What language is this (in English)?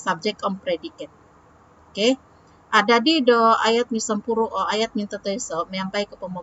Central Dusun